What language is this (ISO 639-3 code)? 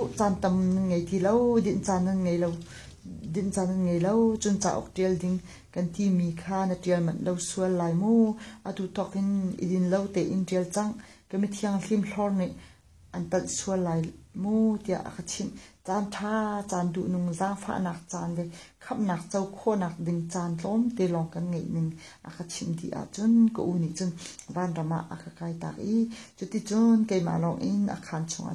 cnh